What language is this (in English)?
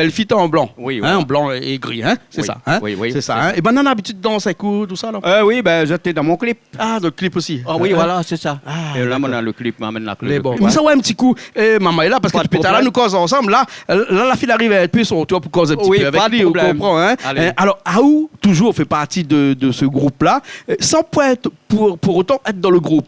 Réunion Creole French